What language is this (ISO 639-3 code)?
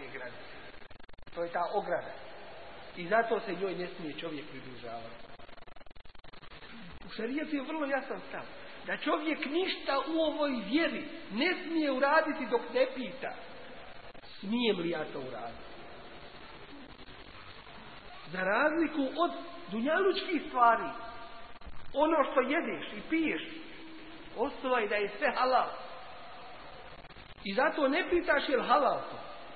bos